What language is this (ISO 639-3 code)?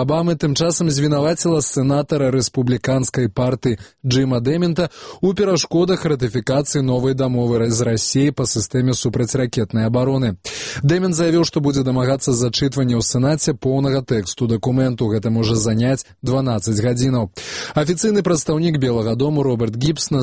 bel